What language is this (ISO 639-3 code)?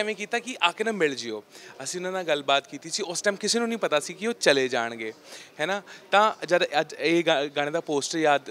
pan